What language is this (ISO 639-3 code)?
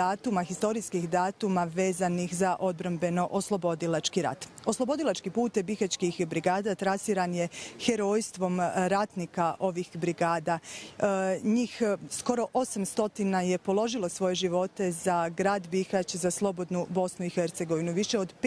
bos